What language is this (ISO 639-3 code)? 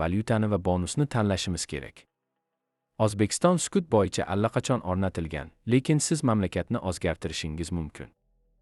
uzb